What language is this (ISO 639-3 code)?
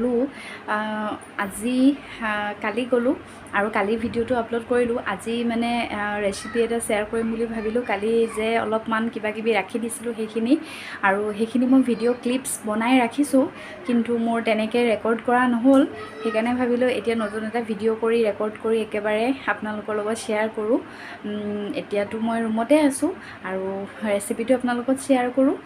asm